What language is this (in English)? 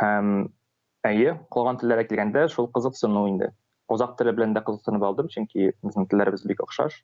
Tatar